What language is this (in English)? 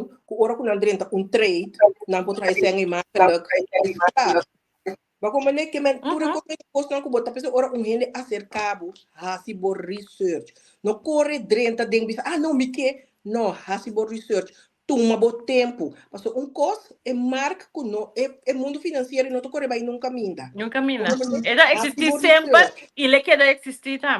Papiamento